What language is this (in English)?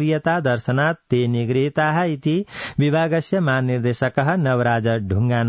Sanskrit